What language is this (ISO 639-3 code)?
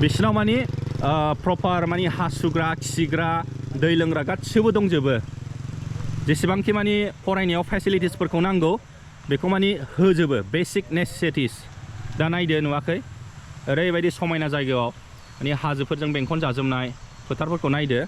brx